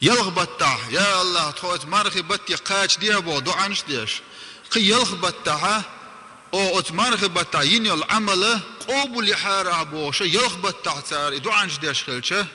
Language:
Chechen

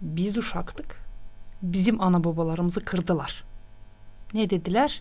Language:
Gagauz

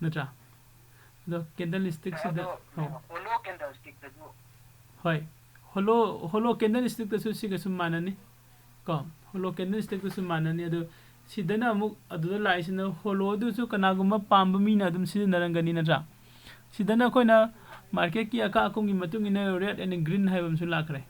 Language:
Manipuri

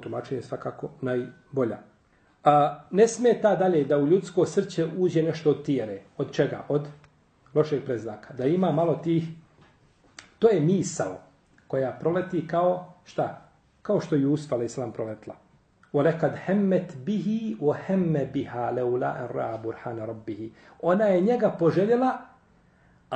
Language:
Bosnian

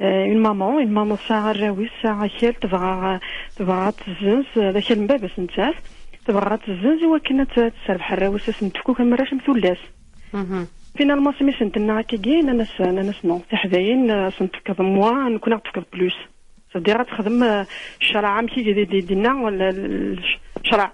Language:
Kabyle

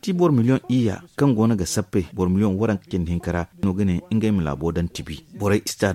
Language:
Zarma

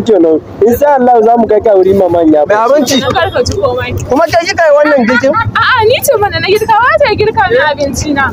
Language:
Hausa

